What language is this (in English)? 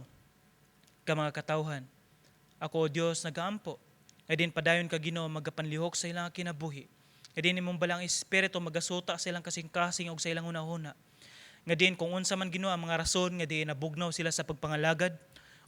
Cebuano